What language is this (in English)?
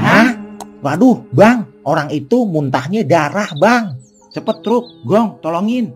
Betawi